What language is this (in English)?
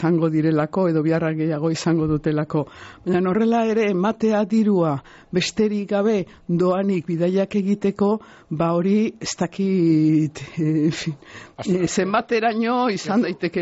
Basque